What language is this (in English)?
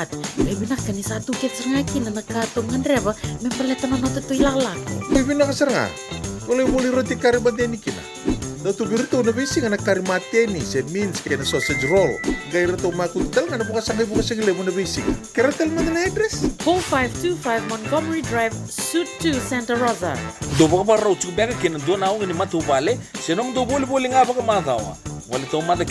Fijian